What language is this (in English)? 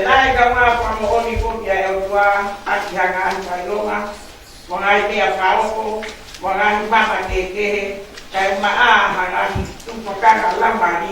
Tongan